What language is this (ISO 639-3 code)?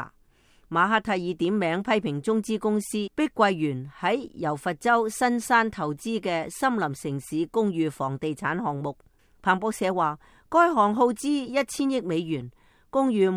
yue